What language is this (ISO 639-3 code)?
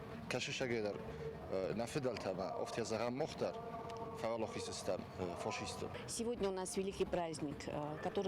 oss